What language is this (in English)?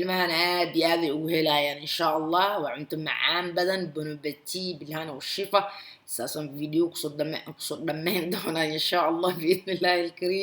Somali